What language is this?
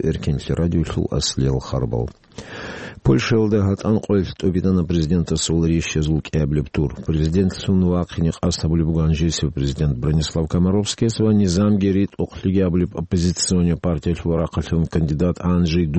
Avaric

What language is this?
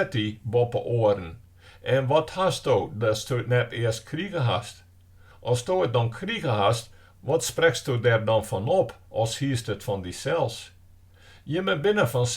Western Frisian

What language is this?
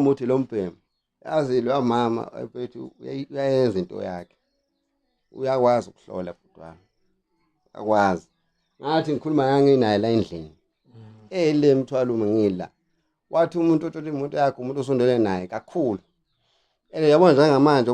Zulu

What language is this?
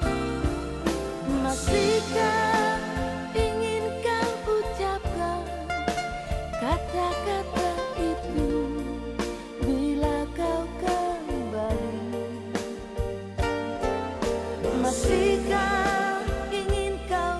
Indonesian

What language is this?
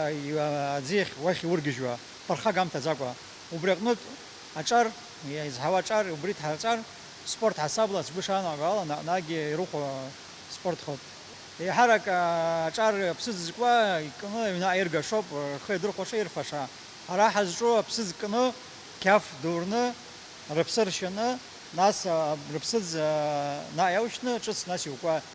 Abkhazian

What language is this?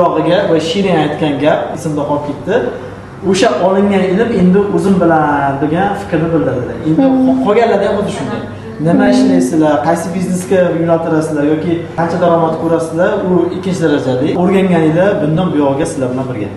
Uzbek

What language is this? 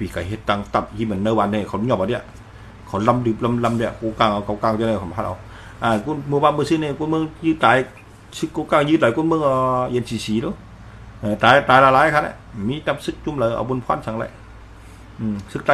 Shan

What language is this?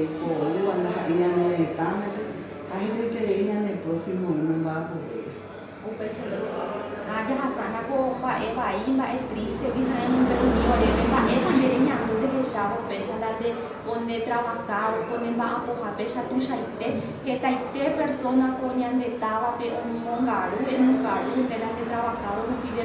Guarani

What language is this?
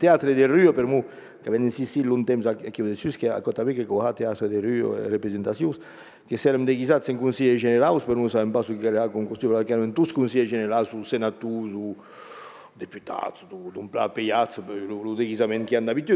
Occitan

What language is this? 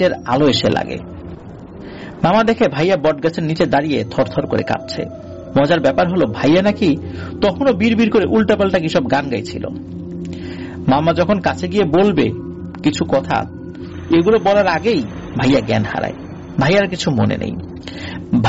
Bangla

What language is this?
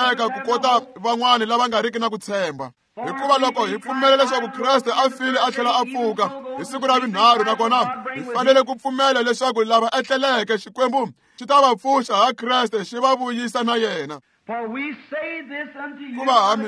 Tsonga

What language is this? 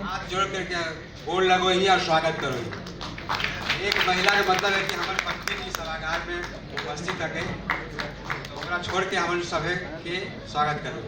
Magahi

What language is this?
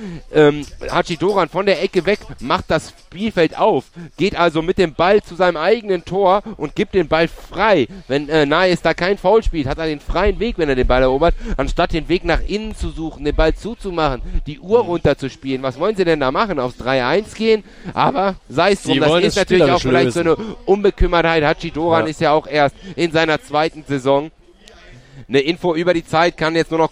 German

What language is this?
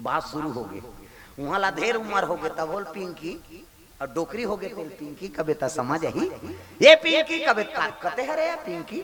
Chhattisgarhi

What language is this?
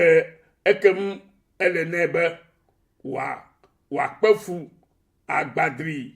Ewe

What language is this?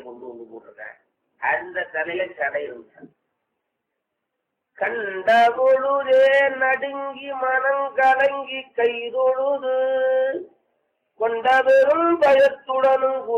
Tamil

